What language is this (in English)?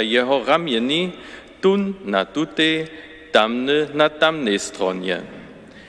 Upper Sorbian